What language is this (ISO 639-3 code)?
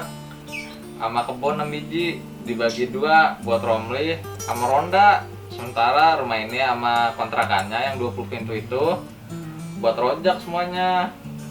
bew